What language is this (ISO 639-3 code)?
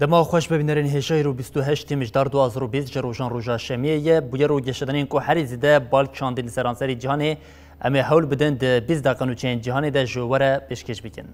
kur